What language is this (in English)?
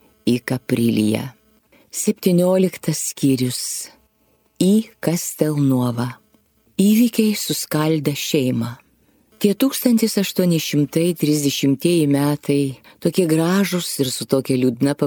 Lithuanian